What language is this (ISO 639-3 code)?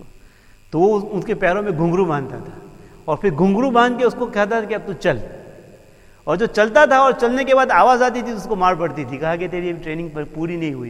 urd